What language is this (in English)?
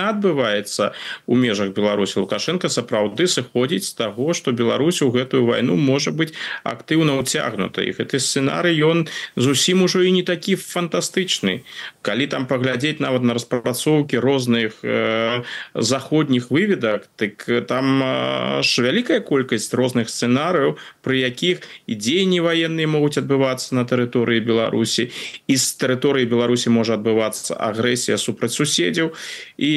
Belarusian